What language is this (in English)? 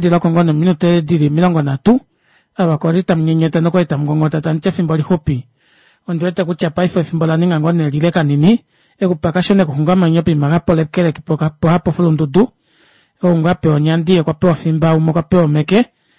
Kuanyama